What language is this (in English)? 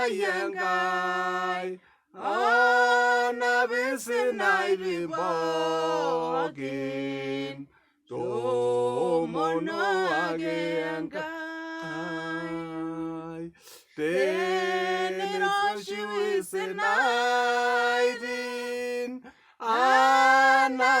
Masai